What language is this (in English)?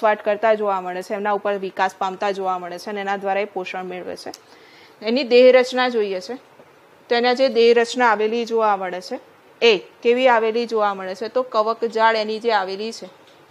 Gujarati